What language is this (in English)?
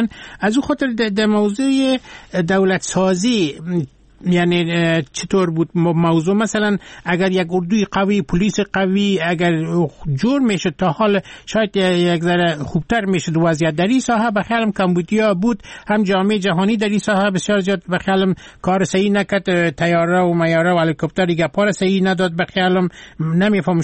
Persian